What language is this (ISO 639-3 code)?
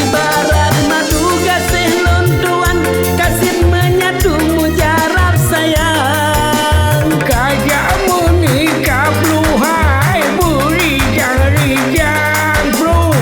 ace